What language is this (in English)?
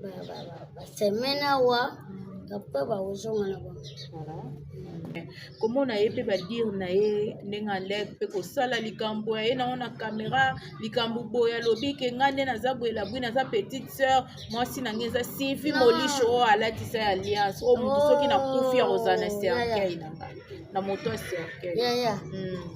Lingala